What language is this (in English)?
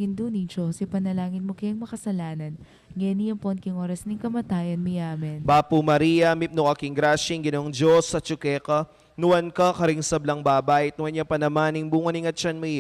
Pampanga